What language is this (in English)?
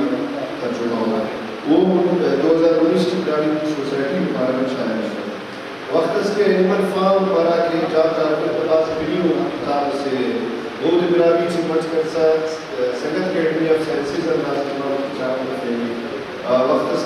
Brahui